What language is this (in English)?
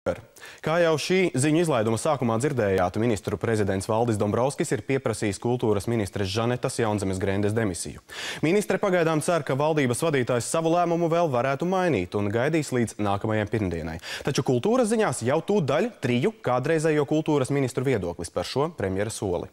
Latvian